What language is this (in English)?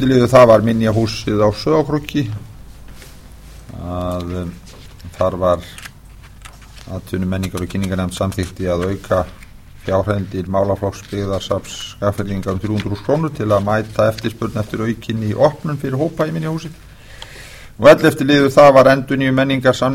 Icelandic